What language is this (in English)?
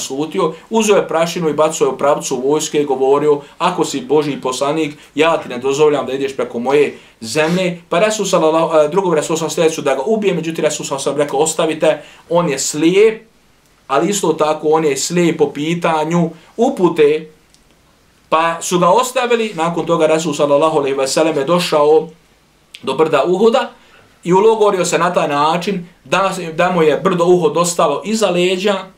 Bosnian